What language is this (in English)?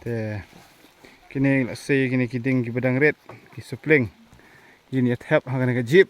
Khasi